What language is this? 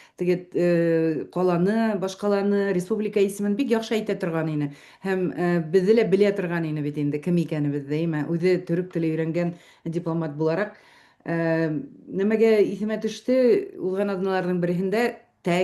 Bashkir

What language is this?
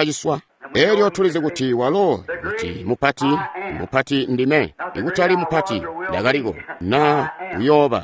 Tonga (Zambia)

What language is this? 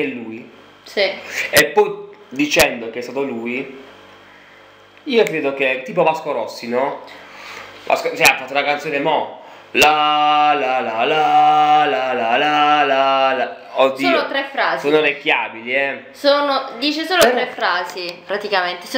Italian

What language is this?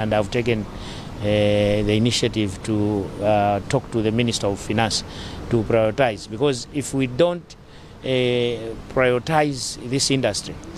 English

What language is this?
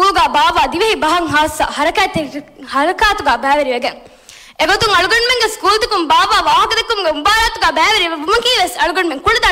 Divehi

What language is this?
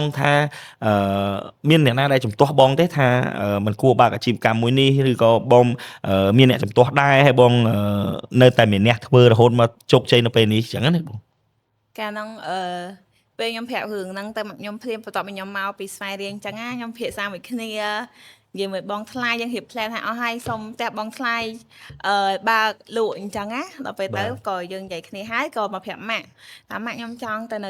Khmer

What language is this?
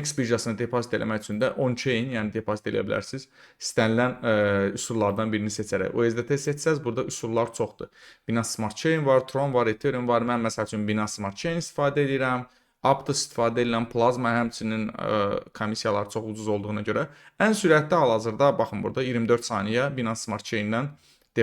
Azerbaijani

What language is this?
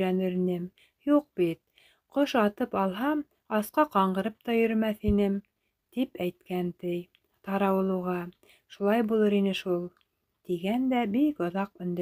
Bashkir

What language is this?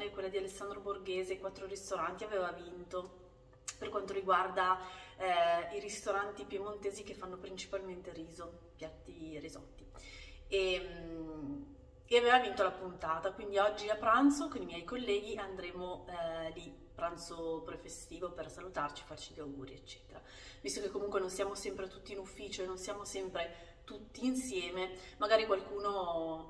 Italian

